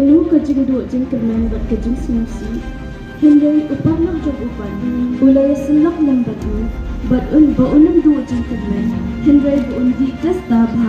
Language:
Khasi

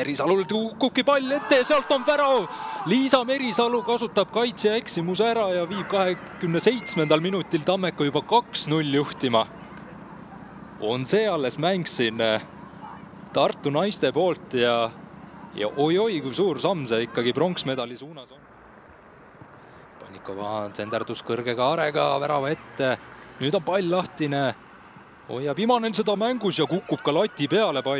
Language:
Estonian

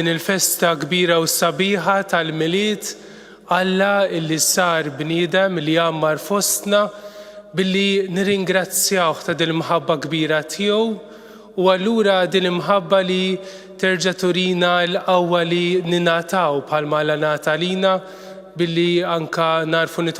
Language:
Maltese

